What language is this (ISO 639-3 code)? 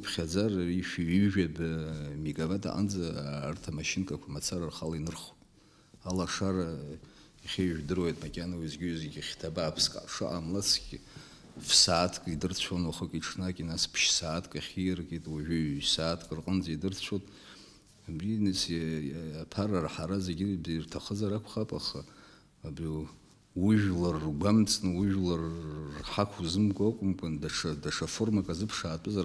abk